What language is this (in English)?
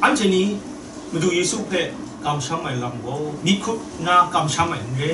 Kachin